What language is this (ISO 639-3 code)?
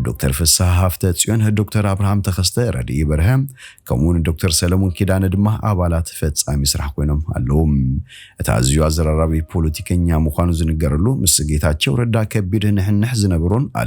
tir